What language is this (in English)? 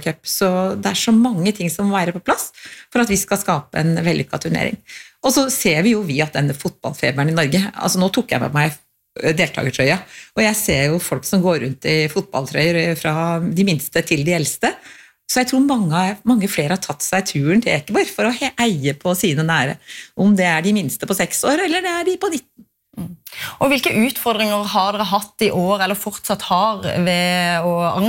Norwegian